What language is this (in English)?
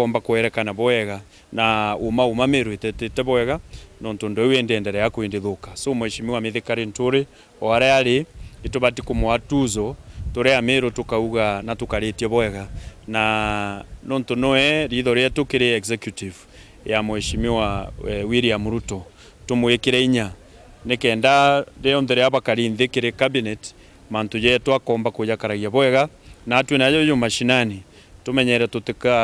Meru